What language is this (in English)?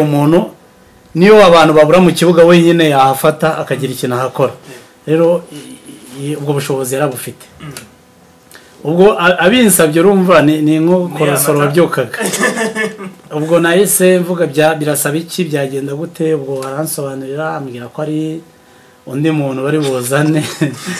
Kinyarwanda